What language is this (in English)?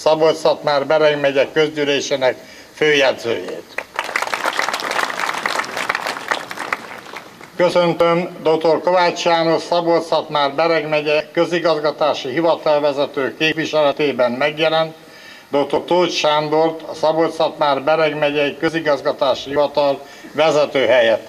Hungarian